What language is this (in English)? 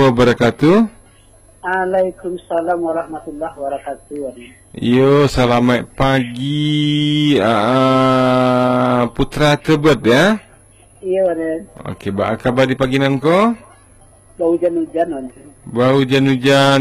Minangkabau